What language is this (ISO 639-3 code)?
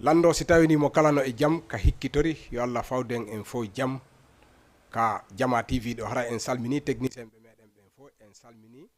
ful